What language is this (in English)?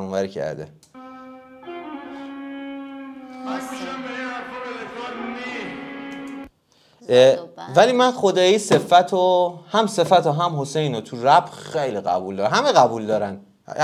Persian